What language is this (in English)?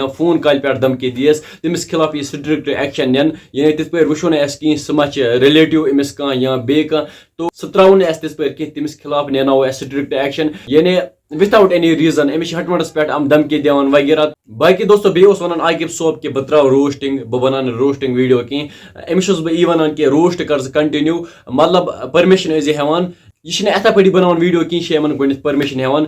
Kashmiri